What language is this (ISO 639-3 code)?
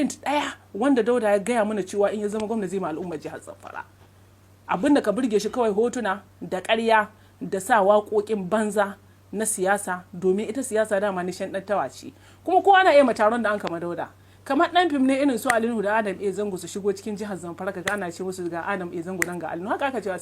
hau